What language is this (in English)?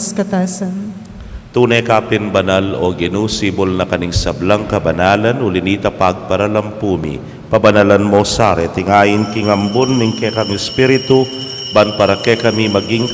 Pampanga